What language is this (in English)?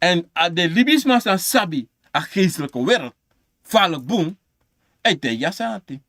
Sranan Tongo